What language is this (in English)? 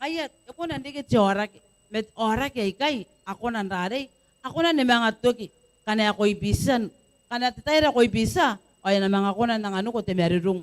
Gilbertese